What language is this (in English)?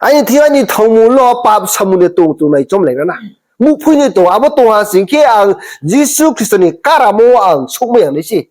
Riang (India)